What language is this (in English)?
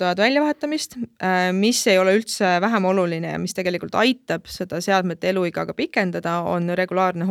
Estonian